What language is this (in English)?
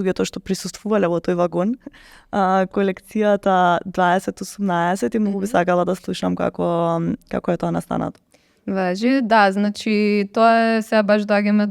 Macedonian